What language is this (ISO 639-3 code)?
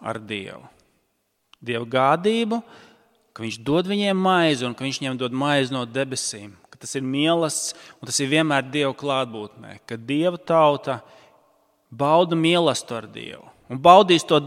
lav